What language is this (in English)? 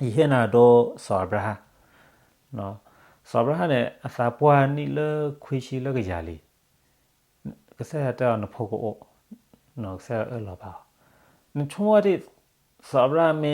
S'gaw Karen